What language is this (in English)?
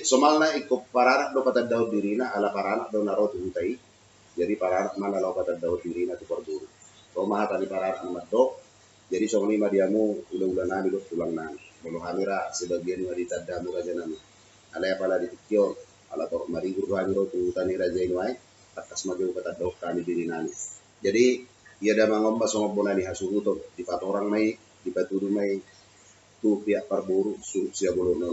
Batak Toba